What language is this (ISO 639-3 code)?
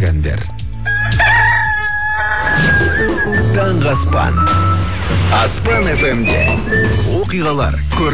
kaz